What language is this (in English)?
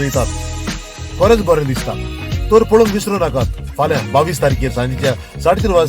Konkani